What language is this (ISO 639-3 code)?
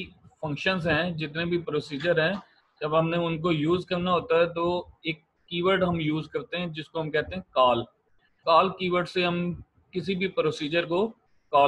hin